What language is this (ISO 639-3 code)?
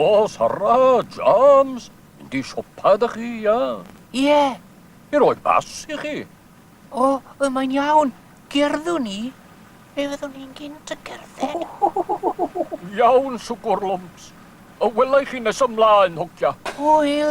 cym